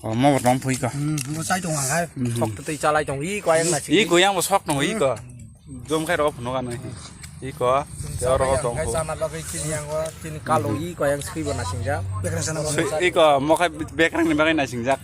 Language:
Kok Borok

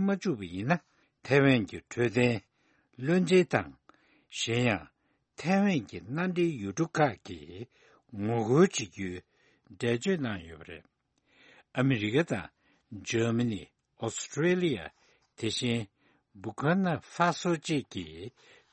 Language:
Tibetan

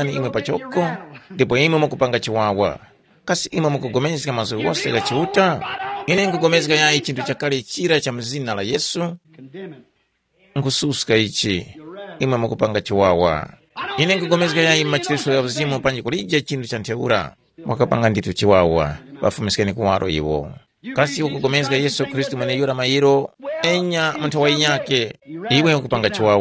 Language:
Tumbuka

